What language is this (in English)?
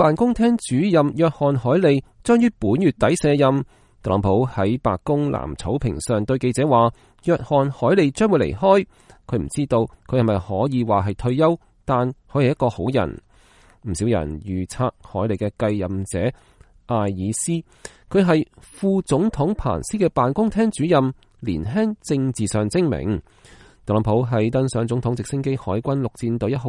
Cantonese